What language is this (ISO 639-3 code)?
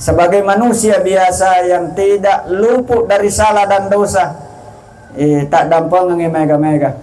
bug